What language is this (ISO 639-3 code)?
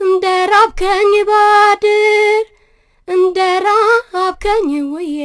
amh